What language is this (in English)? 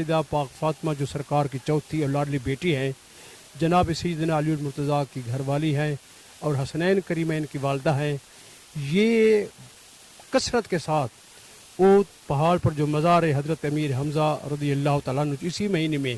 Saraiki